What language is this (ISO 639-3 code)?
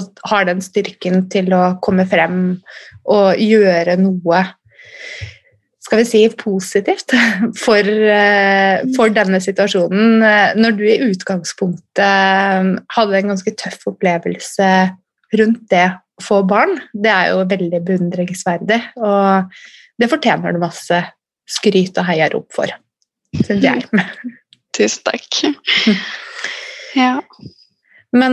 nor